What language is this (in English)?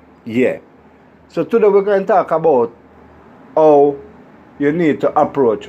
Jamaican Creole English